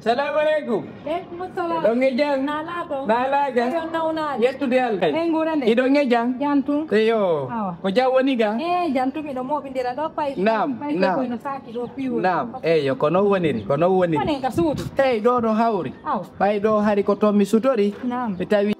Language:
Fula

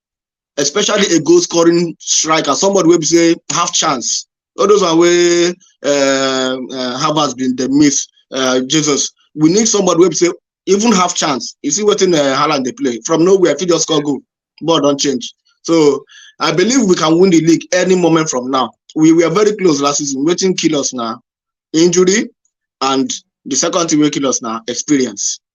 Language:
Nigerian Pidgin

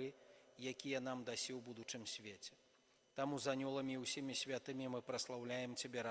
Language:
Belarusian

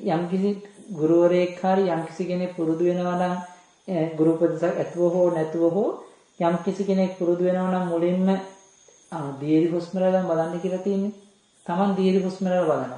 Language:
Sinhala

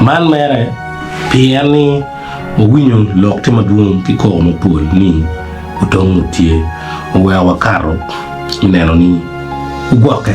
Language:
Acoli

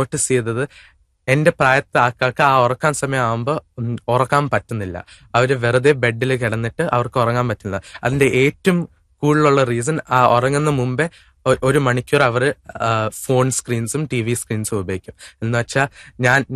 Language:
Malayalam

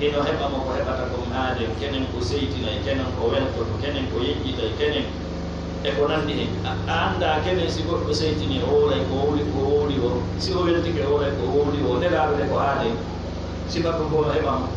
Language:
Fula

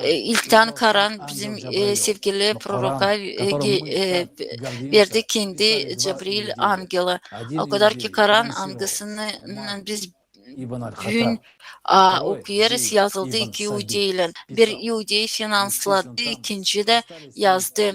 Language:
Gagauz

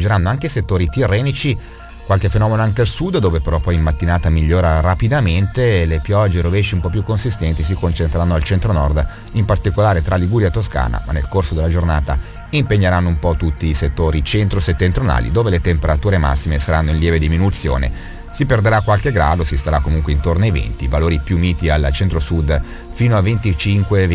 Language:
Italian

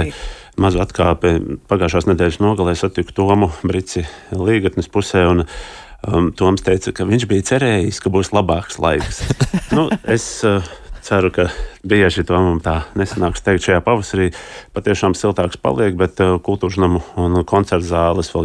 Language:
Latvian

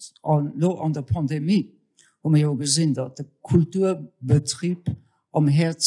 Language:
Luxembourgish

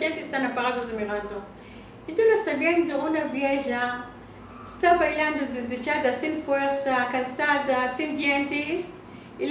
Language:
Ladino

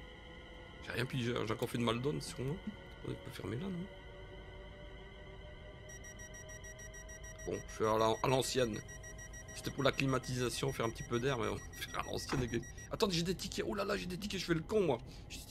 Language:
French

